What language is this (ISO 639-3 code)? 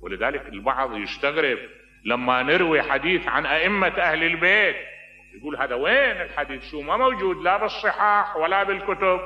acm